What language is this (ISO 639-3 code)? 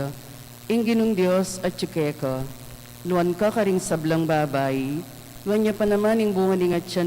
pam